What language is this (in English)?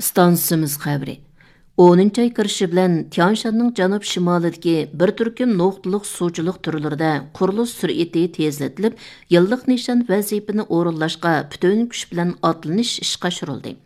Uyghur